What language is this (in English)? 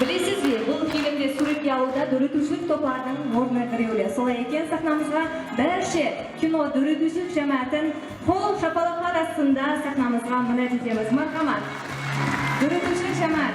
Kara-Kalpak